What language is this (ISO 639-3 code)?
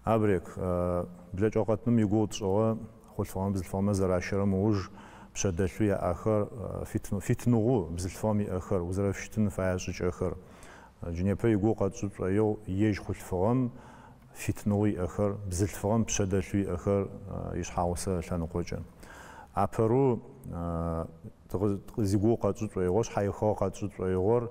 ady